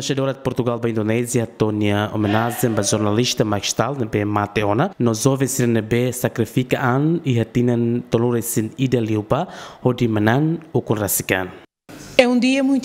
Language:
Tetum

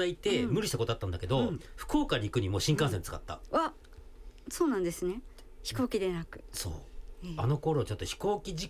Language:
Japanese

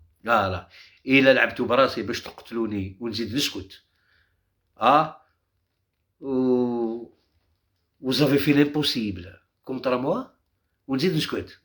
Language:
Algerian Arabic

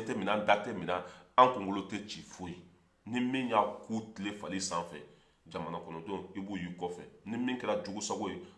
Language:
Bambara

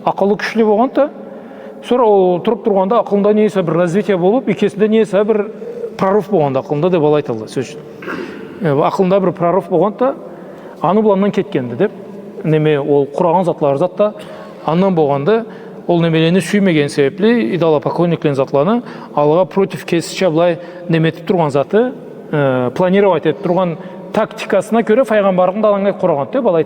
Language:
Karachay-Balkar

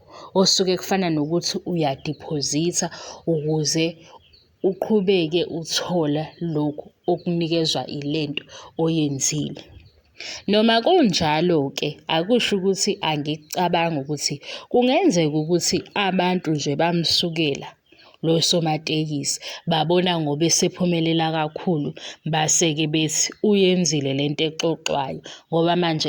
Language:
Zulu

